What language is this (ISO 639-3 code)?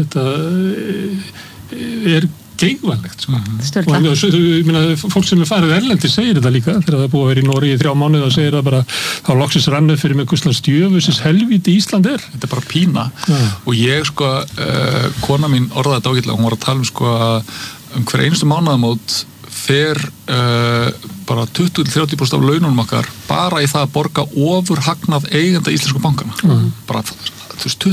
isl